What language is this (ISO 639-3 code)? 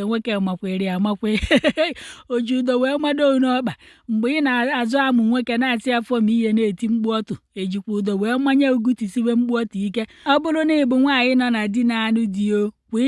ibo